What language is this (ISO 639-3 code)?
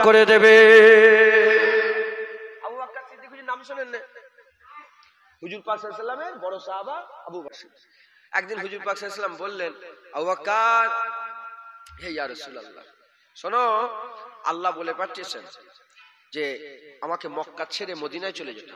ben